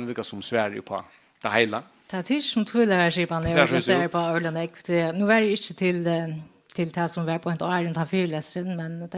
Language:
Faroese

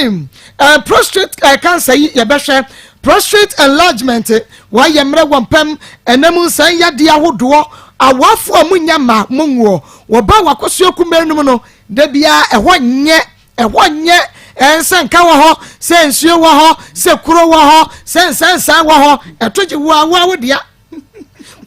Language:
Akan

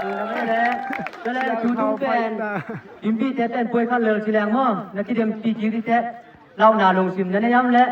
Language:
Tedim Chin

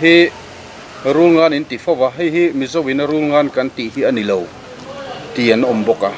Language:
Mizo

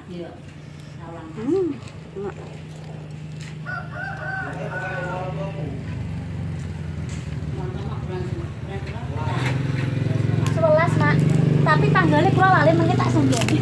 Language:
Javanese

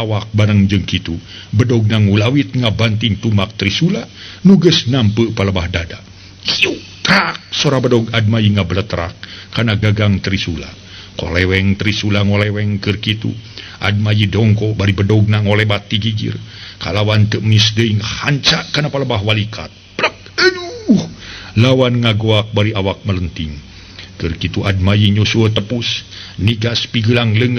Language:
Sundanese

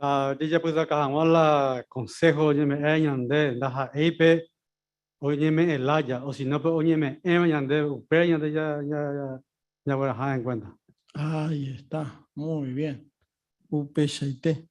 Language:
Guarani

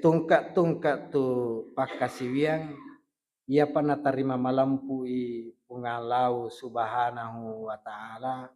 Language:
Buginese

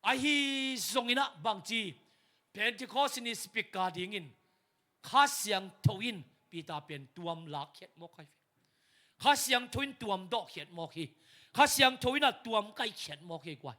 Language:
Tedim Chin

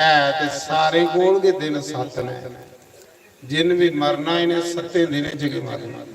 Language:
Dogri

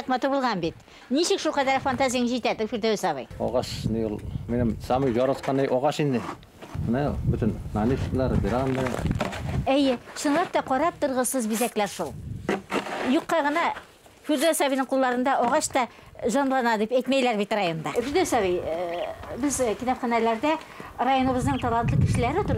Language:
Bashkir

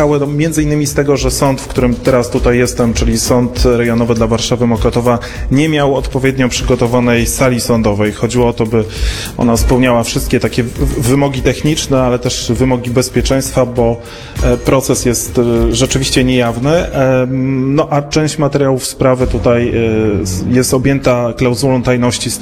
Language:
Polish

